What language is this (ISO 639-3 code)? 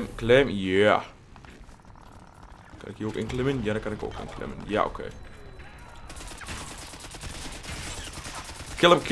nld